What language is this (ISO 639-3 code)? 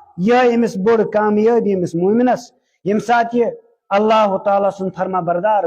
kas